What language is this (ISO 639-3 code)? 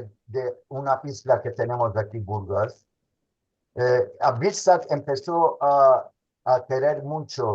lad